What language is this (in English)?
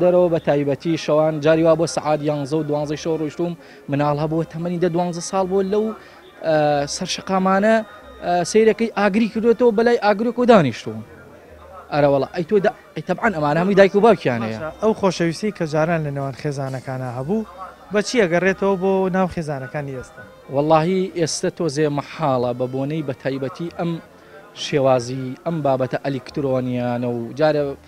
Central Kurdish